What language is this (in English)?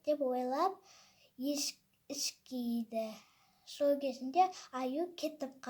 Kazakh